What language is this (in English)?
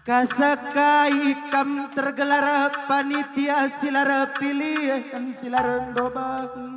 Batak Karo